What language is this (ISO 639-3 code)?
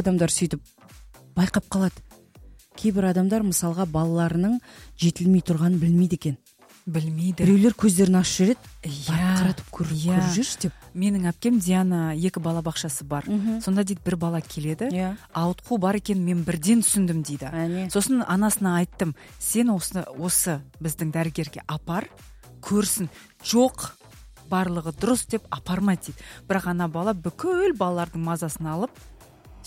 kaz